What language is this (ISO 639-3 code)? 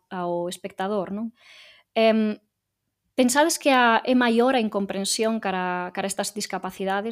glg